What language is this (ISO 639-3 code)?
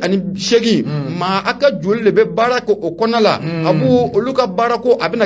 bam